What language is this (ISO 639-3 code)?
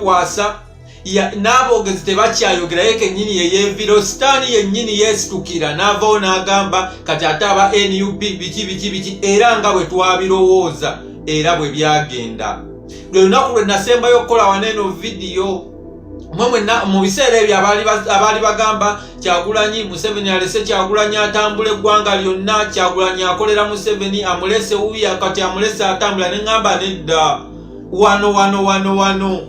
lug